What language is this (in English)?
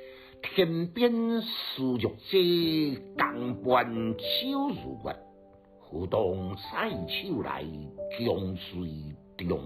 Min Nan Chinese